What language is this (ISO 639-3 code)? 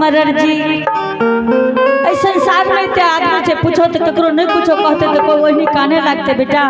anp